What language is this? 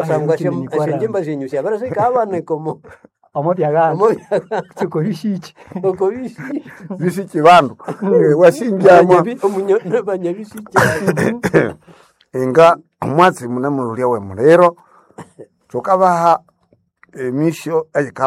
Nande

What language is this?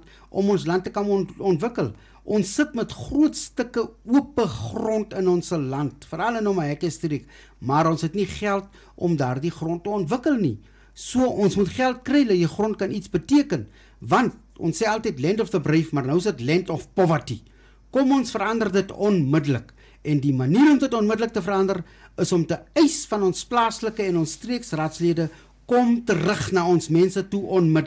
Afrikaans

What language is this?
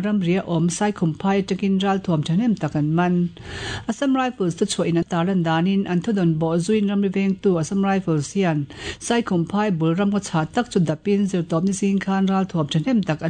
Mizo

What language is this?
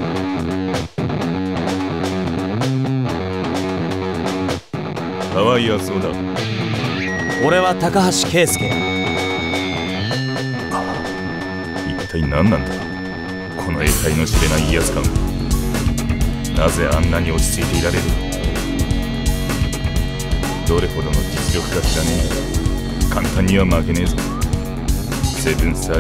Japanese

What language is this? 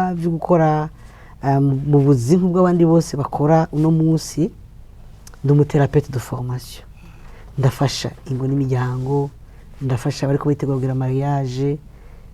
Rundi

